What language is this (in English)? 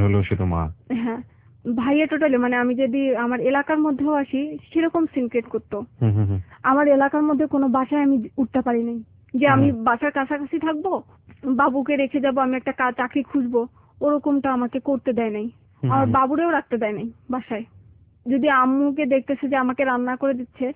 Bangla